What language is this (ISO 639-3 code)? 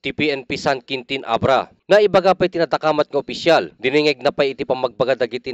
ilo